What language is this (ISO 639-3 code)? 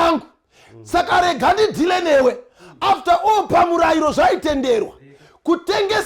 sna